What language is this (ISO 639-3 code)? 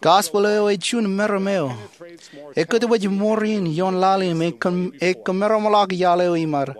mah